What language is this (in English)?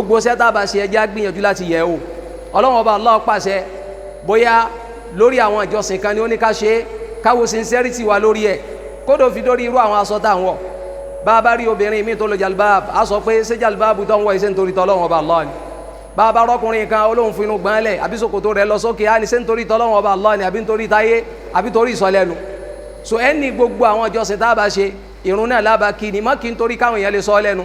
Yoruba